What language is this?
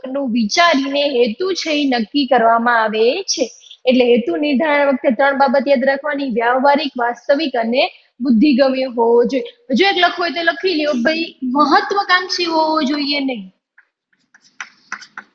Gujarati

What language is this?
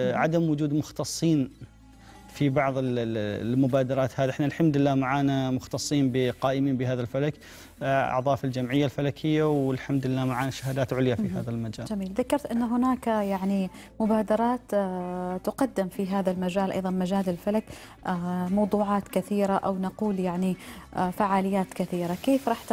Arabic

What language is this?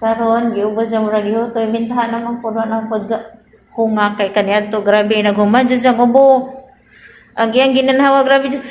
Cebuano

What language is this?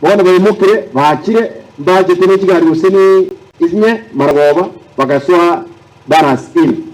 Gusii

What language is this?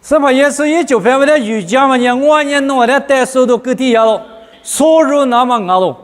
Lisu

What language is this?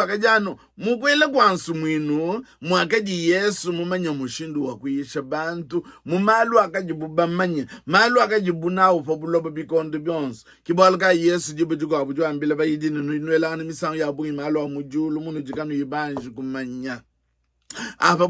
Luba-Lulua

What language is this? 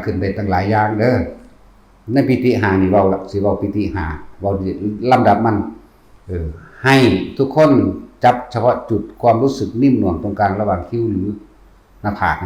Northeastern Thai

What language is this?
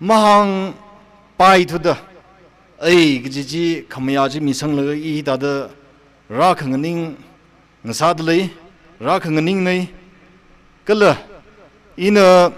Tangkhul Naga (India)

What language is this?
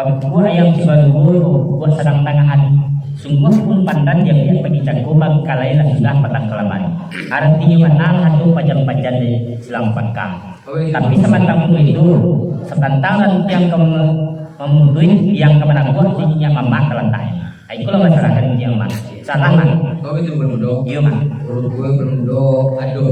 Minangkabau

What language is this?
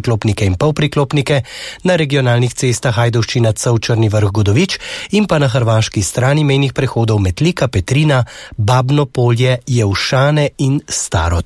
Slovenian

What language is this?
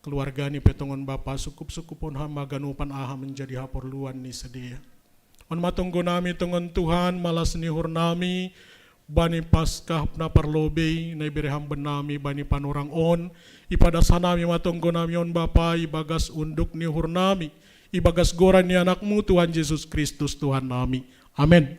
Batak Simalungun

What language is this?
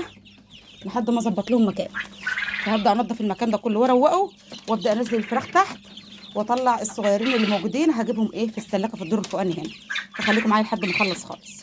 Egyptian Arabic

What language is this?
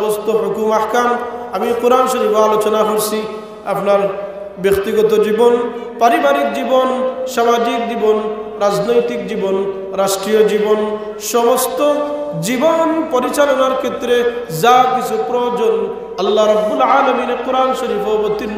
Sylheti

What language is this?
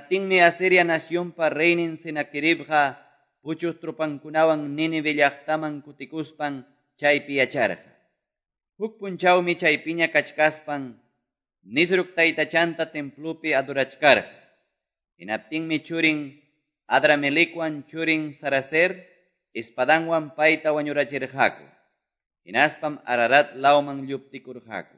Quechua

